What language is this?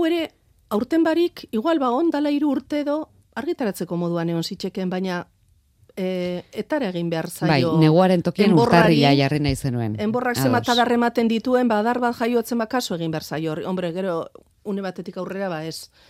Basque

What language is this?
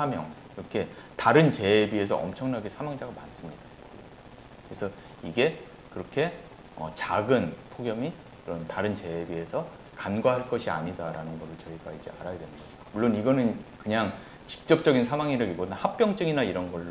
Korean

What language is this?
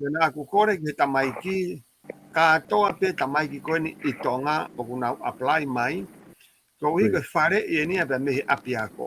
Tongan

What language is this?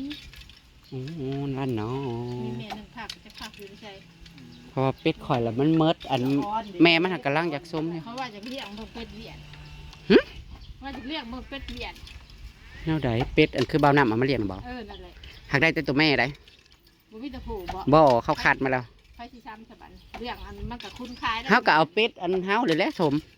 Northeastern Thai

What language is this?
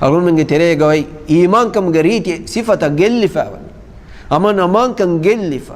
Divehi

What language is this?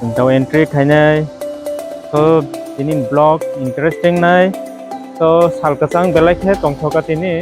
Kok Borok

